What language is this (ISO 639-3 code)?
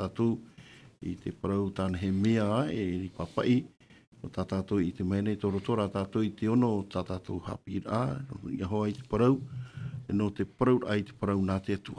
tah